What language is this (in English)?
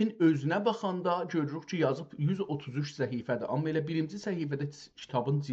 South Azerbaijani